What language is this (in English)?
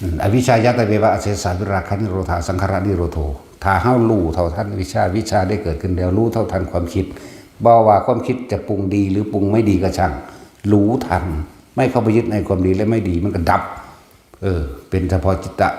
Northeastern Thai